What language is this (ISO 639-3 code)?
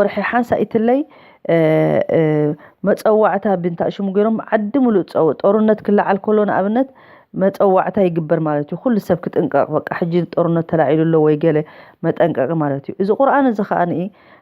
tir